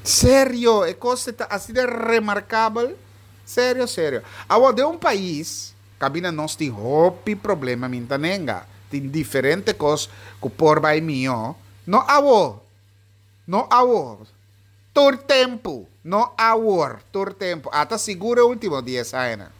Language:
Papiamento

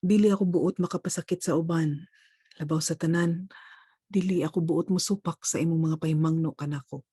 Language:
Cebuano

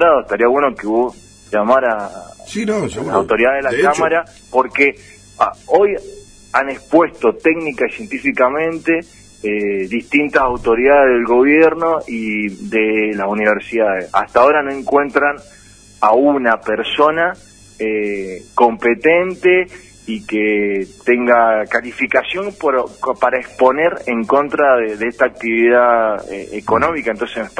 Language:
Spanish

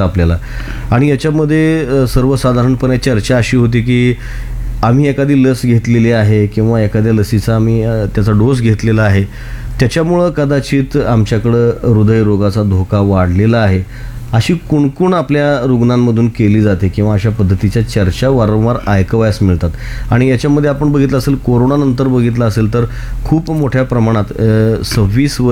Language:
Marathi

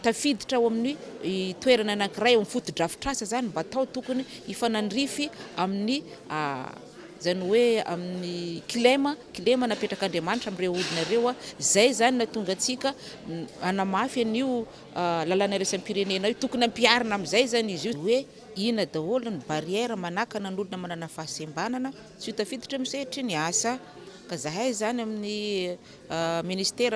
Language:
Malagasy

